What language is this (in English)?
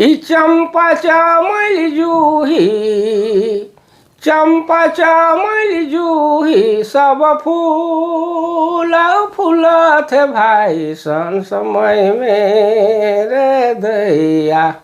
Sadri